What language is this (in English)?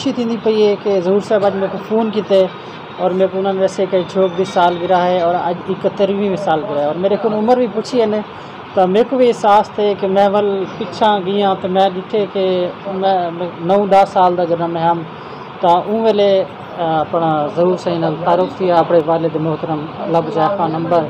Saraiki